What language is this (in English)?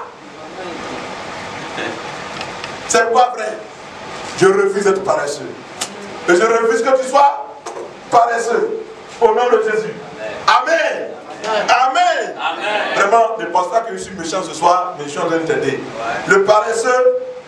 French